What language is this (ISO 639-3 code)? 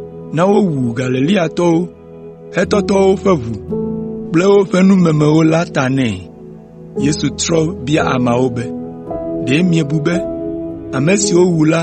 ewe